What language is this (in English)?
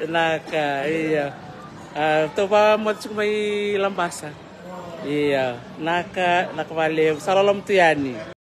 Fijian